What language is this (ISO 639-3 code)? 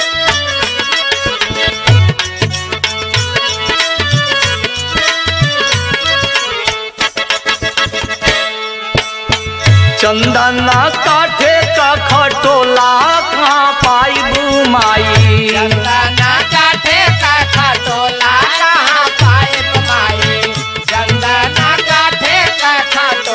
bho